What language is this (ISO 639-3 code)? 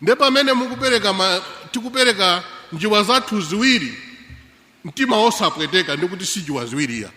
nya